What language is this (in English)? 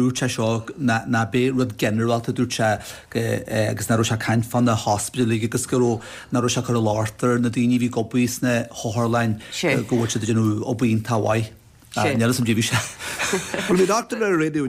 Irish